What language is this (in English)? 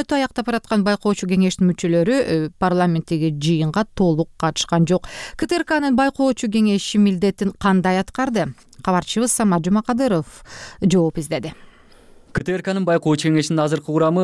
Kyrgyz